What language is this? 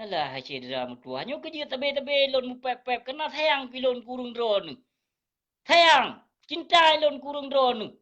Achinese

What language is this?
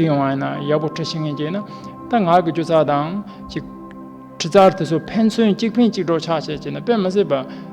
Tibetan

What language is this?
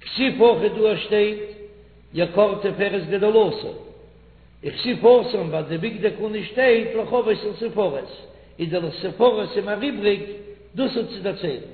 Yiddish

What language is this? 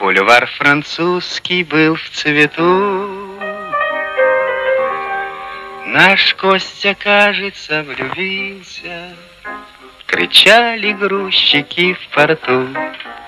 Russian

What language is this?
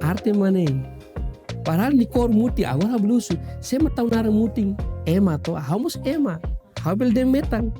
Tetum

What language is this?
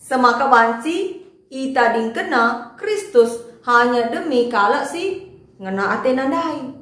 Batak Karo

